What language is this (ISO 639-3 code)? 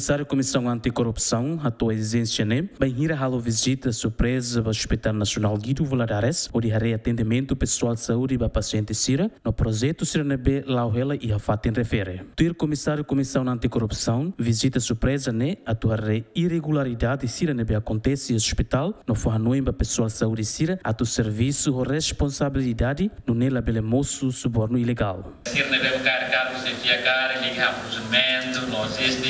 tet